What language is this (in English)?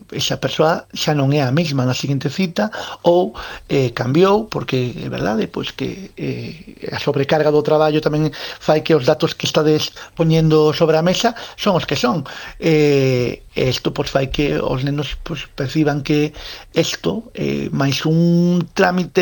Galician